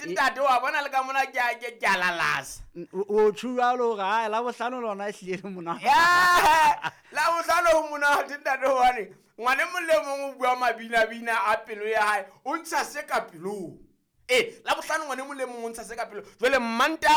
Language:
Southern Sotho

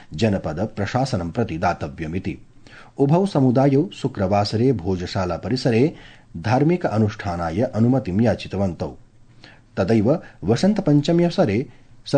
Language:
Sanskrit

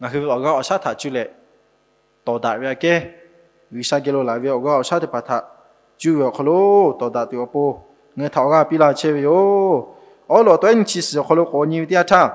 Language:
Lahu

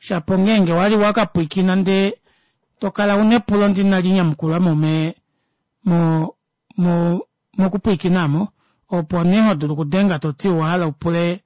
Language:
Kuanyama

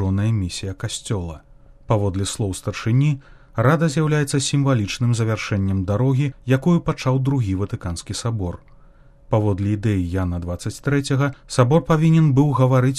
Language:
Belarusian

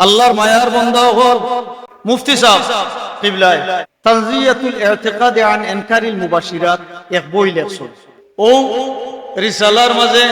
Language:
Sylheti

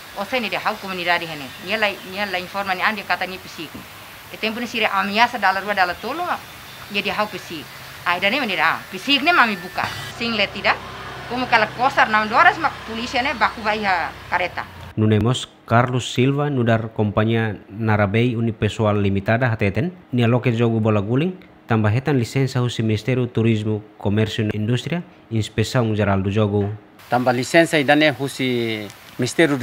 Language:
Tetum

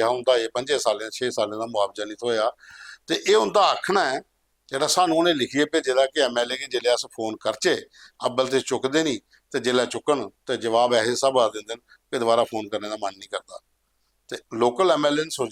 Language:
Dogri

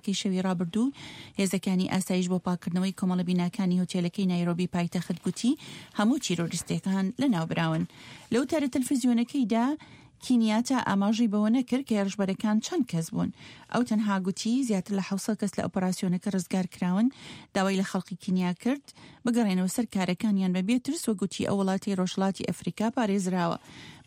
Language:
Central Kurdish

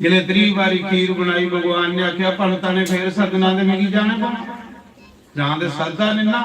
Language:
Dogri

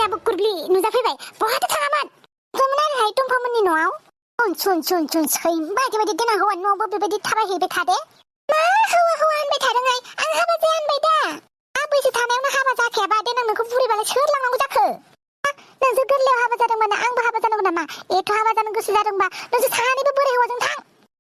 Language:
Bodo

